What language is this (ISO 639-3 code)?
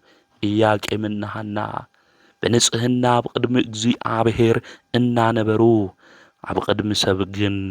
tir